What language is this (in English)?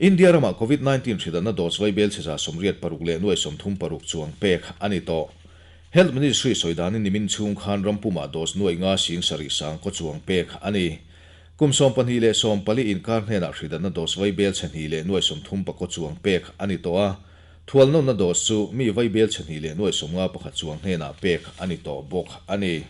Mizo